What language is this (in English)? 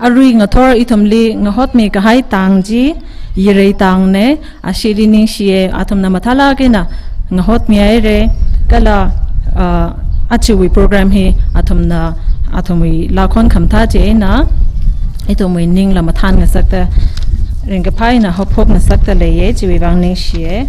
Tangkhul Naga (India)